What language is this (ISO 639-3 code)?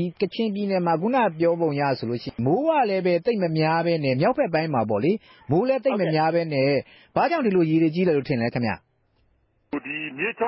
mya